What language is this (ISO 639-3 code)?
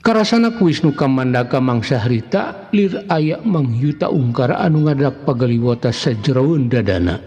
sun